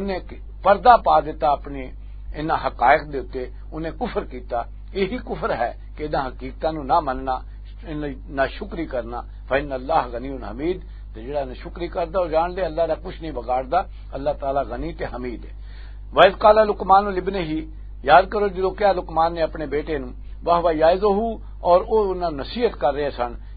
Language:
Western Panjabi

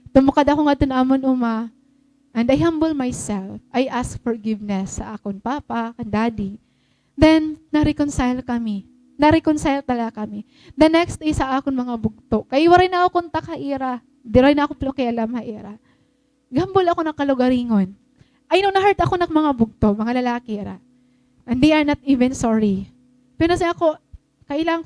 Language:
Waray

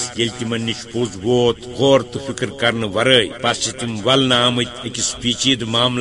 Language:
Kashmiri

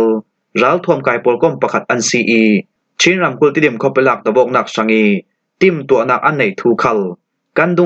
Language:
Falam Chin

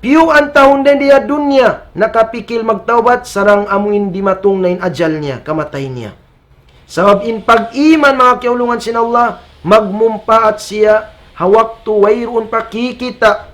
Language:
Tausug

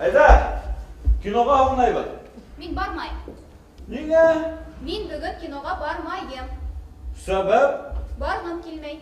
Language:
Bashkir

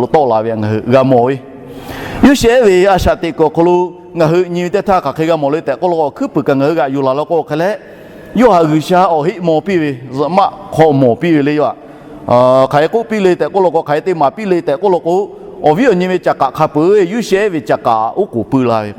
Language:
Lahu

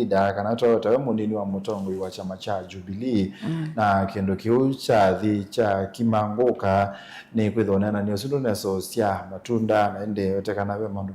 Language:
Kamba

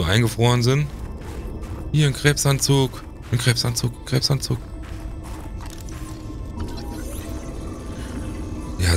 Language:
German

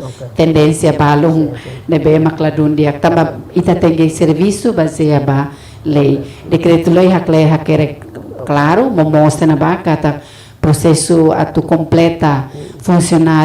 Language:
Tetum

